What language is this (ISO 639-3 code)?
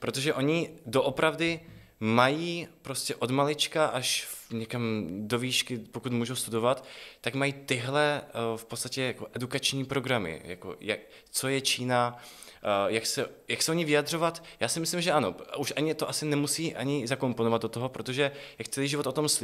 ces